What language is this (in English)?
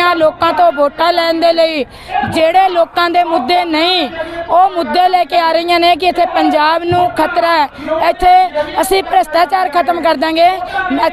Punjabi